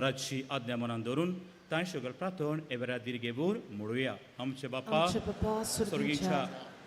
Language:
Konkani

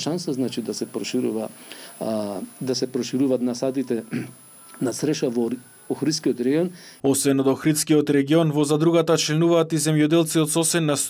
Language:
Macedonian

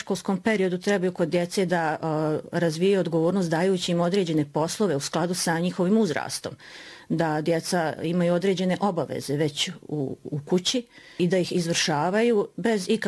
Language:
Bosnian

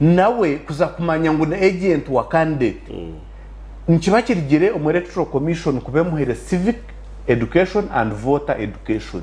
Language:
Nyankole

